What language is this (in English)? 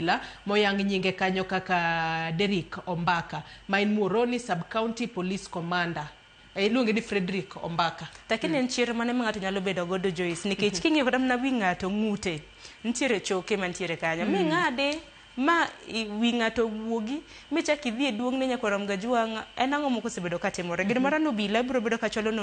Luo (Kenya and Tanzania)